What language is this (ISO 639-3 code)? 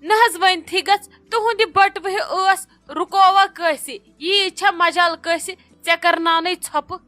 kas